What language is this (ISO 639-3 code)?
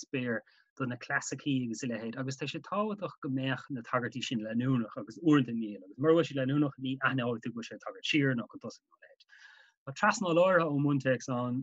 gle